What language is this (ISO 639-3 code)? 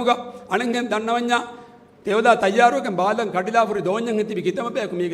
div